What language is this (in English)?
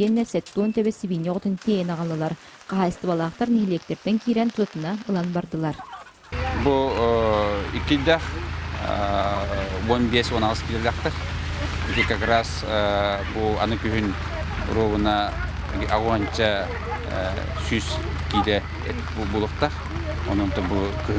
Yakut